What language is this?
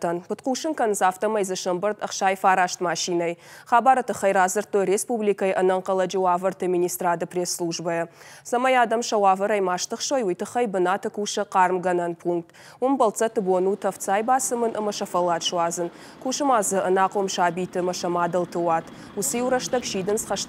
Ossetic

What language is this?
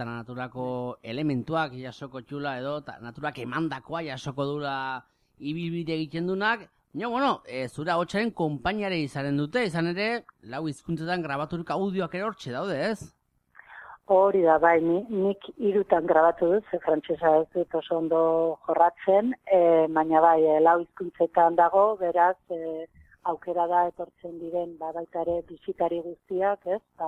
Basque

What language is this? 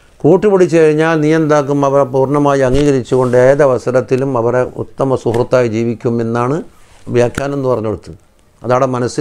Malayalam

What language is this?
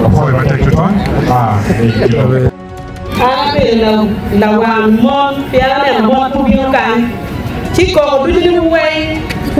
Acoli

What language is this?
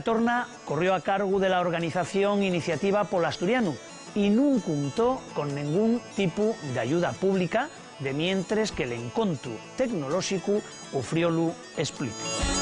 Asturian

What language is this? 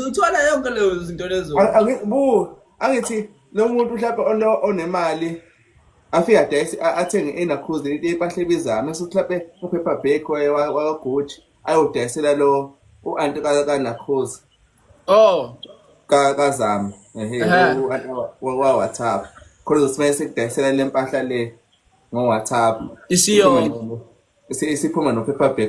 Zulu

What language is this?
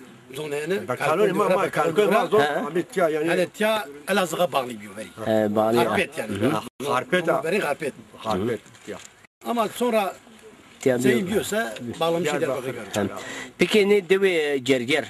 Zaza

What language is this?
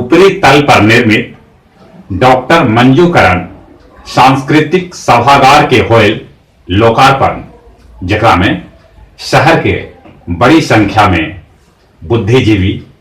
Magahi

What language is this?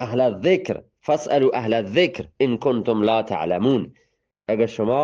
Eastern Balochi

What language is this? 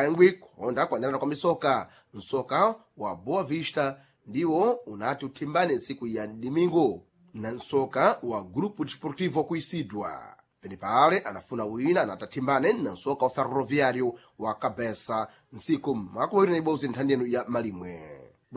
Sena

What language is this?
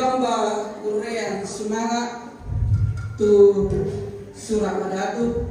Toraja-Sa'dan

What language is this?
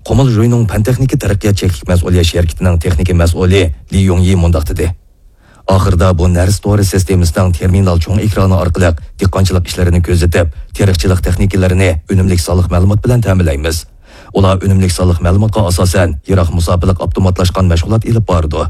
Uyghur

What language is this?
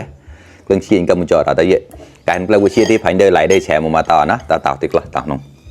Mon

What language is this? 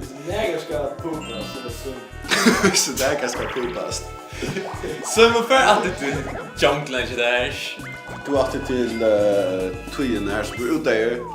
Faroese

